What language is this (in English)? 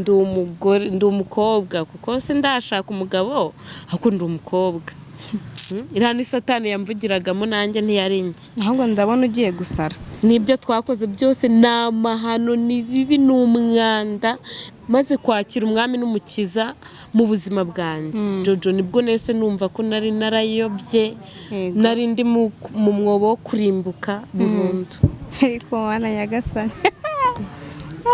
Kinyarwanda